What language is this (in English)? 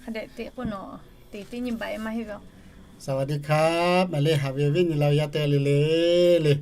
Lahu